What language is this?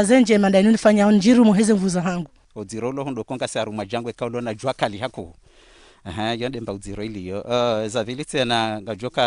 Ngazidja Comorian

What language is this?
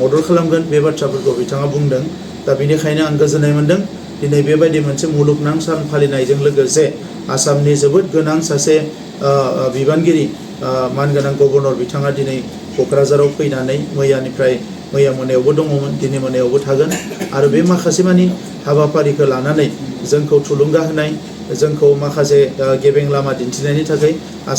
Bodo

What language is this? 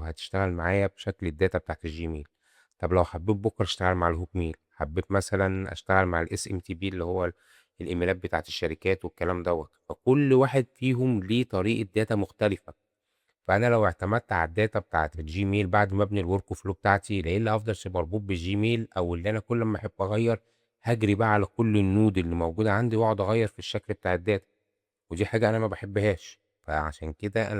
Egyptian Arabic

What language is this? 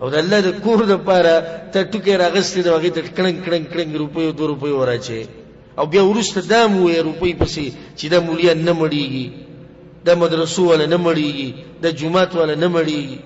Pashto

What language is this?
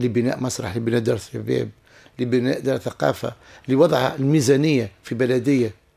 Tunisian Arabic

